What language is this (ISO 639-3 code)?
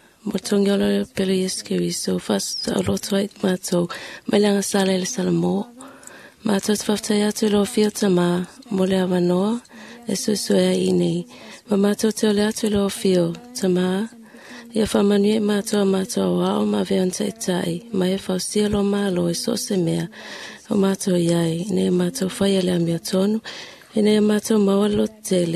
smo